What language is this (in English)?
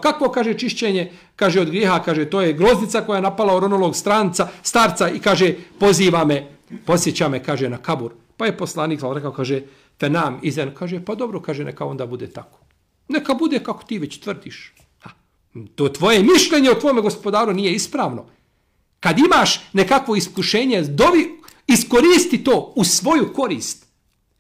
Bosnian